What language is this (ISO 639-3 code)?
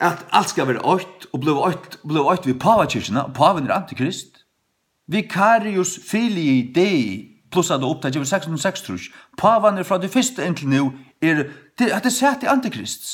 fao